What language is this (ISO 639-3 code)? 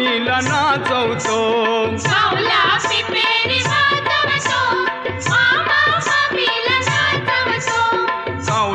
mar